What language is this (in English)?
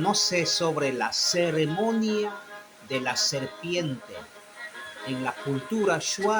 Shuar